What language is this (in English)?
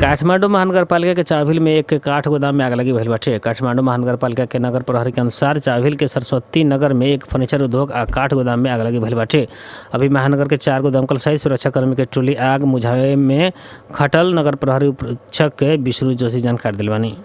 Bhojpuri